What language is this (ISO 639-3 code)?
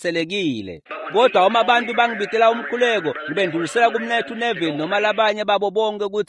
ssw